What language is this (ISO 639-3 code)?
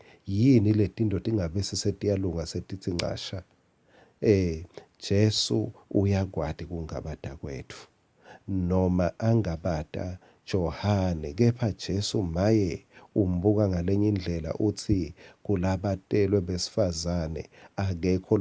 ssw